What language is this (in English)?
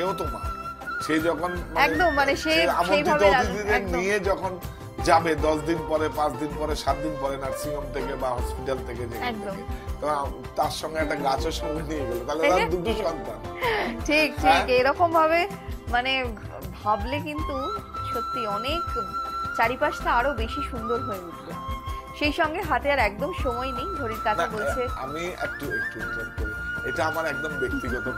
Bangla